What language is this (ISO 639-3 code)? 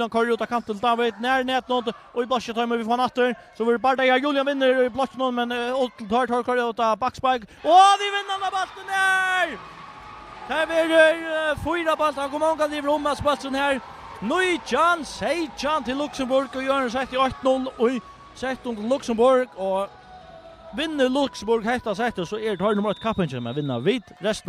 fao